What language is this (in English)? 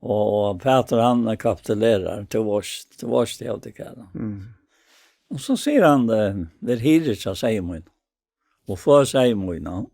Faroese